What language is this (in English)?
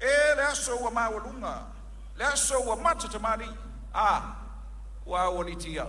Samoan